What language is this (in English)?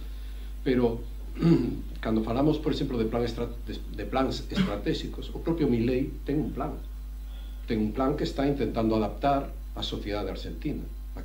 Galician